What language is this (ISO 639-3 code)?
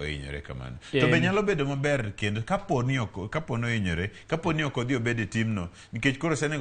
luo